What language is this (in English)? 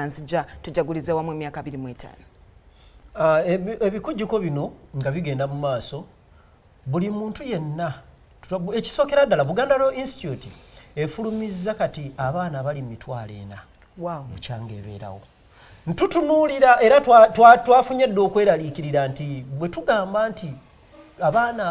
Ganda